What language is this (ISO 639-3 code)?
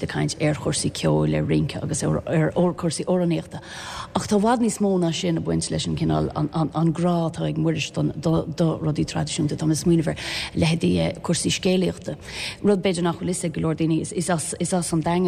gle